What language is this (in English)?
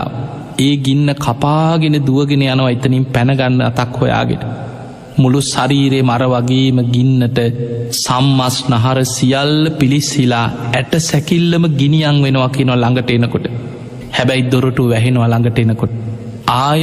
Sinhala